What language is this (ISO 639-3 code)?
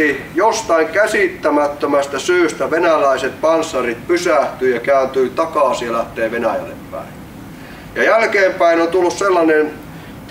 fin